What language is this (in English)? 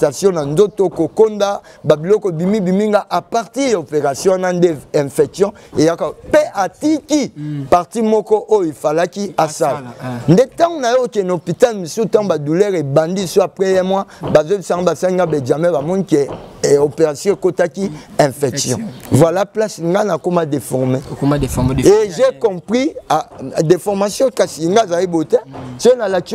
Lingala